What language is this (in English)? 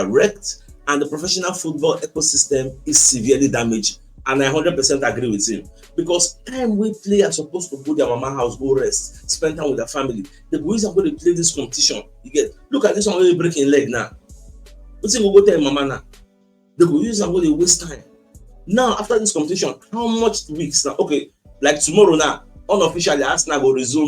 Nigerian Pidgin